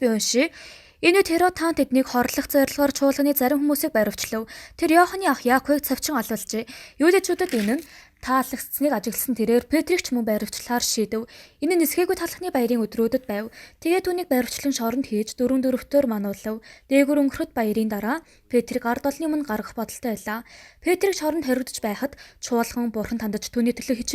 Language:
Mongolian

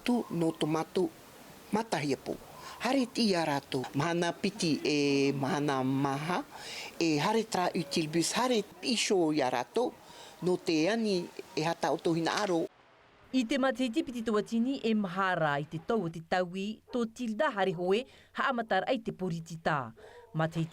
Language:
Tahitian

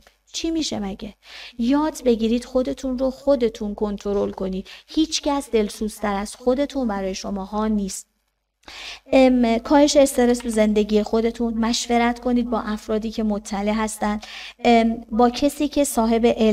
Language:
Persian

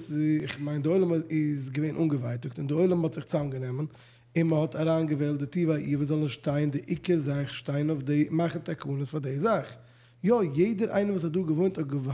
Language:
Yiddish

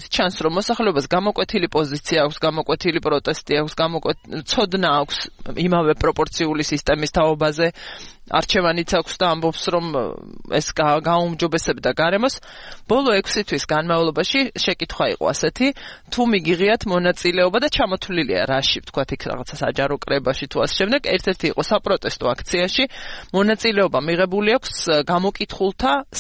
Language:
Georgian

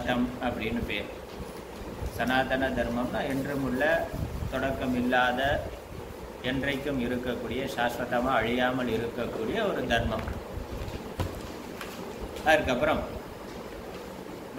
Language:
Tamil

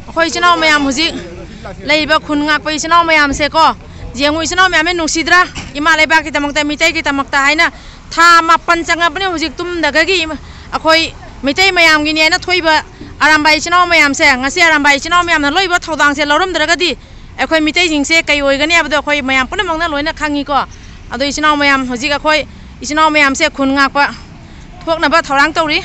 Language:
Manipuri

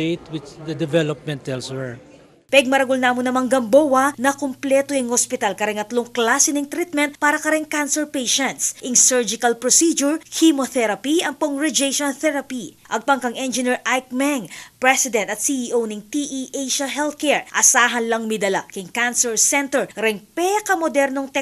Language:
Pampanga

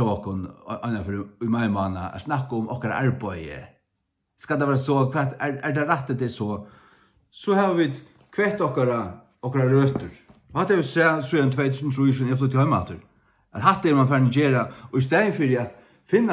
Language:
Faroese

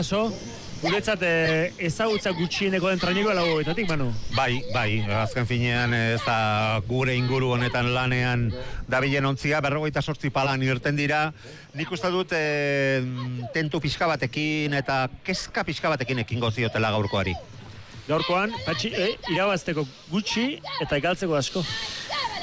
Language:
Basque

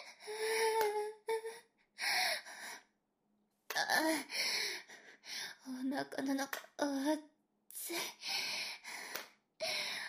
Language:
Japanese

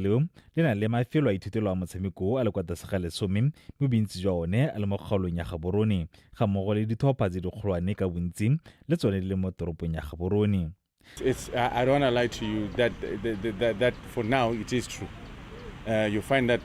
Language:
Tswana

